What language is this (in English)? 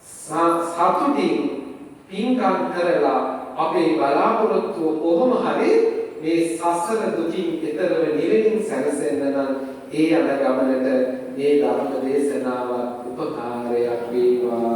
Sinhala